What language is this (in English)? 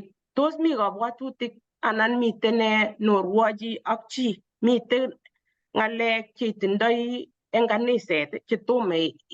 Kalenjin